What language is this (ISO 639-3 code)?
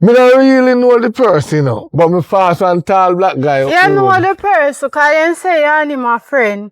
jam